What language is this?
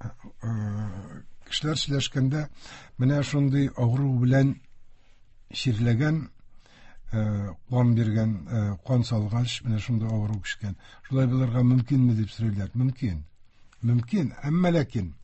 Tatar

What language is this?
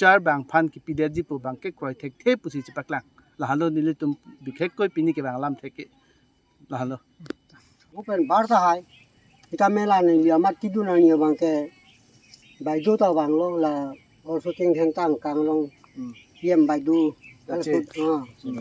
Karbi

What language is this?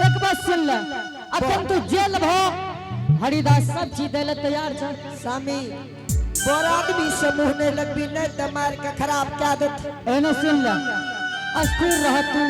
Angika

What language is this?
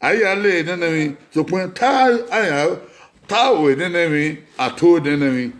Bini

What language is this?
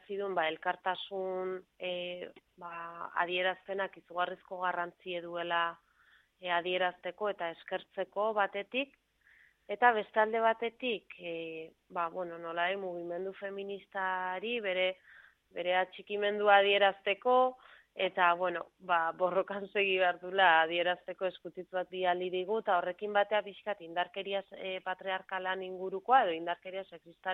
Basque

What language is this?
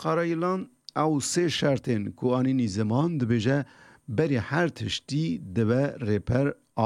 Kurdish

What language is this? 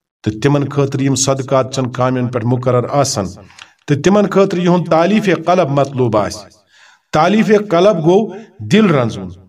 Kashmiri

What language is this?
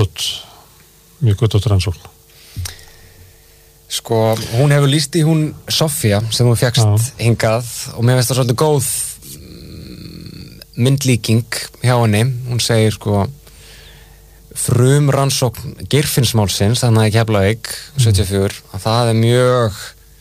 Icelandic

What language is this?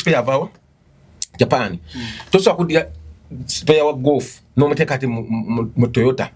Ganda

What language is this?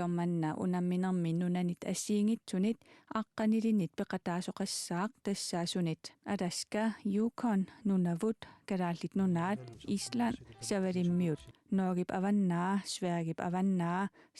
Kalaallisut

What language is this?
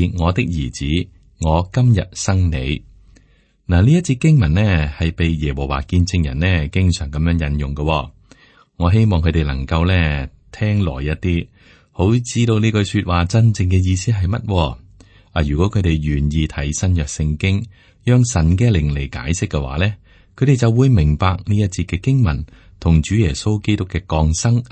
Cantonese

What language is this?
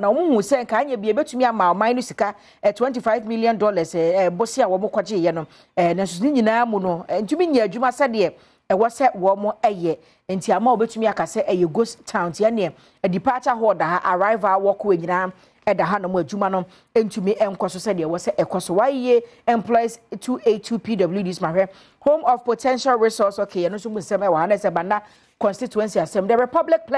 Akan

